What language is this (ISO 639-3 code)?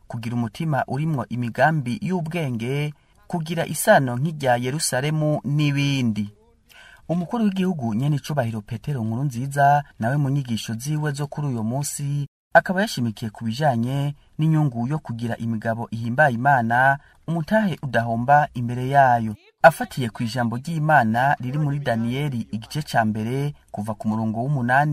run